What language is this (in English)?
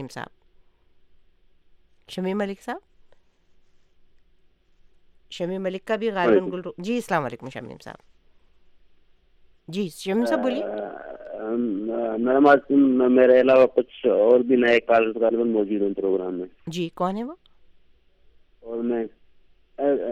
Urdu